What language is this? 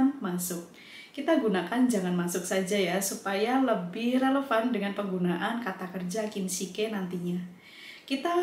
Indonesian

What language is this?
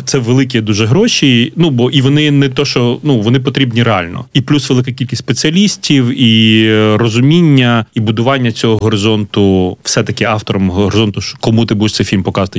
Ukrainian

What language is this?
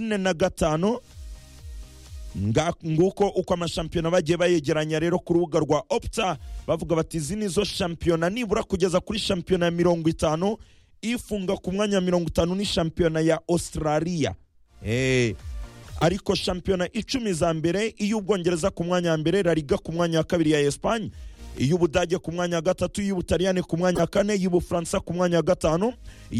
Kinyarwanda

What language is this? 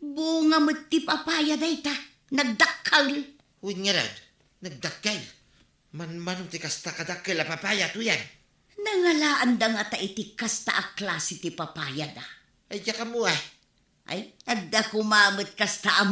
Iloko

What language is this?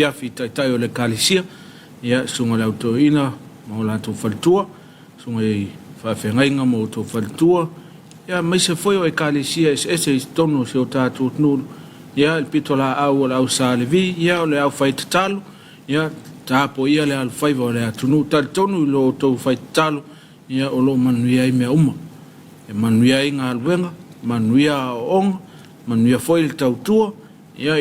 Samoan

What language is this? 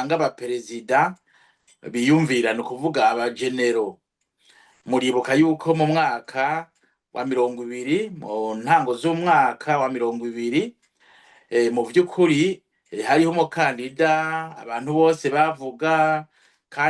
Rundi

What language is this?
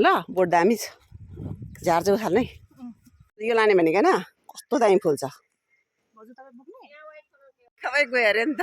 Nepali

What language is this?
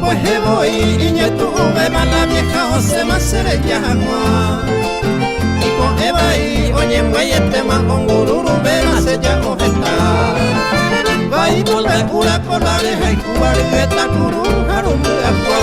Guarani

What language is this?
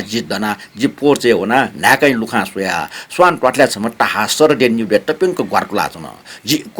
Newari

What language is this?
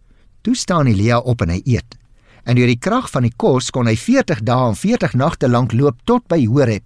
Afrikaans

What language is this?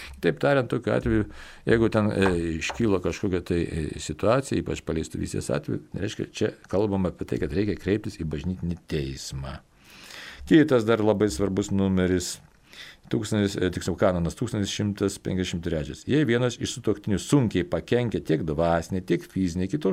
Lithuanian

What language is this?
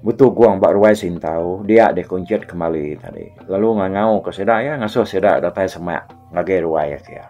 Iban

